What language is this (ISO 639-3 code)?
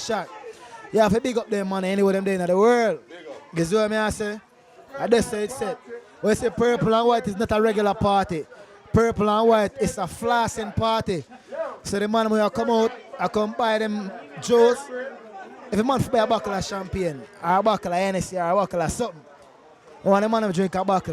jam